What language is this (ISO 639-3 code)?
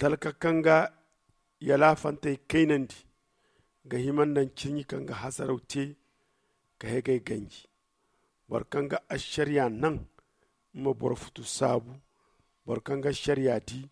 dje